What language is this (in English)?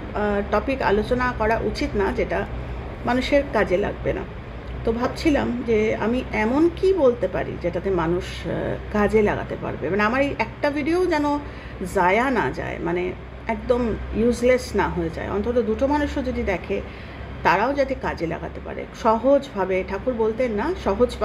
Bangla